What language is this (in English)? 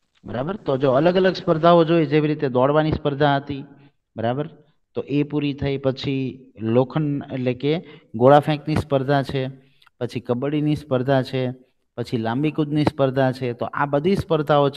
Gujarati